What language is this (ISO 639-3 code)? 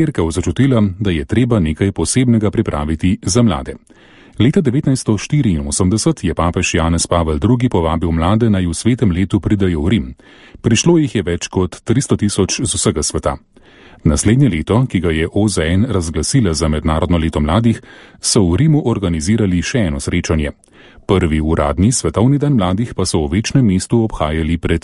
slv